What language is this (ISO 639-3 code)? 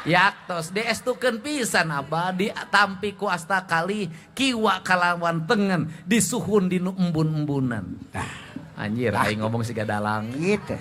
sun